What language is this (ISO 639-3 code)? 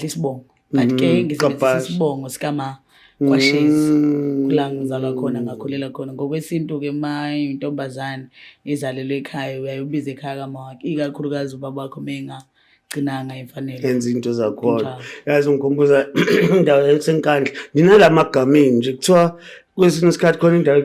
zul